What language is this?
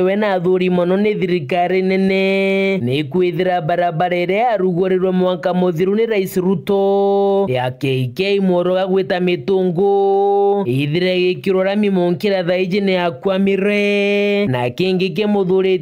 Meru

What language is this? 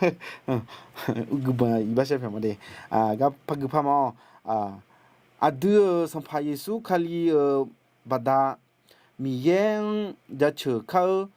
Akha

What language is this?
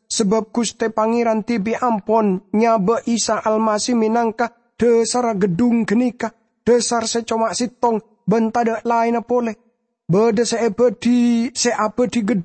Madurese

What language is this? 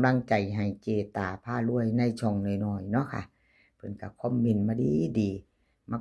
Northeastern Thai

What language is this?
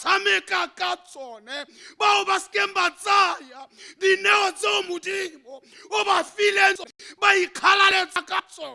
Tswana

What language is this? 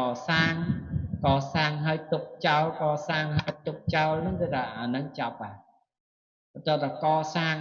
Khmer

